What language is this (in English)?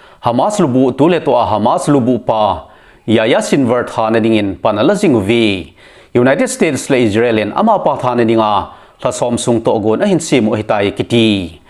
Thado Chin